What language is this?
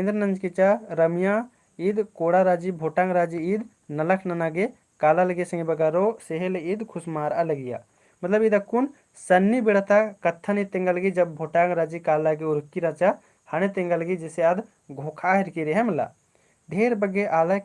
Kurukh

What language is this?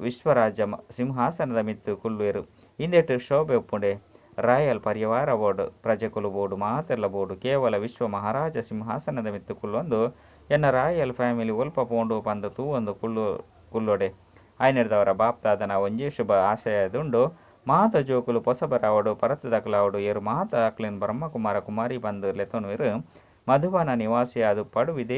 Tulu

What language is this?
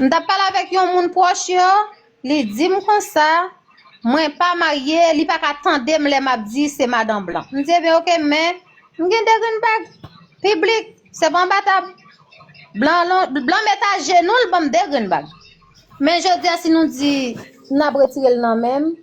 Haitian Creole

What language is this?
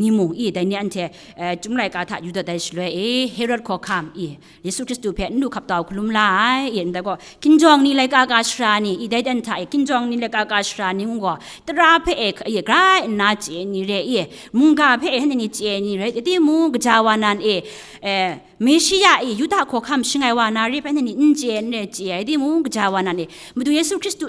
Kachin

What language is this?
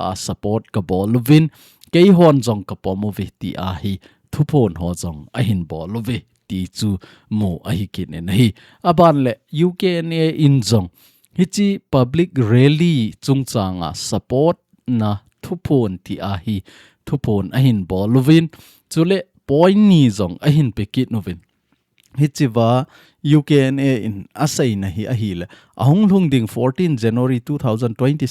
Thado Chin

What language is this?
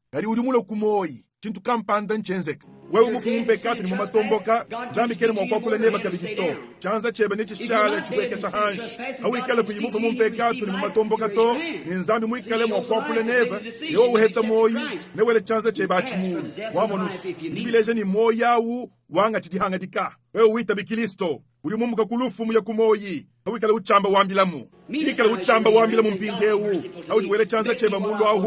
Luba-Lulua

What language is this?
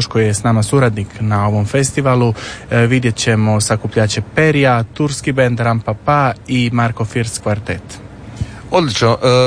Croatian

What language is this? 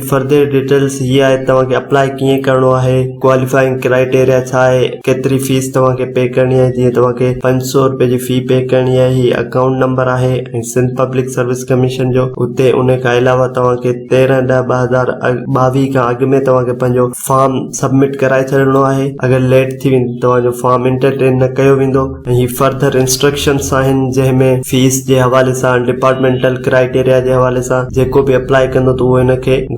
Sindhi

